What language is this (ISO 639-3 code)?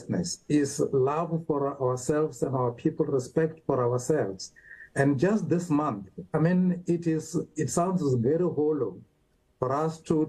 eng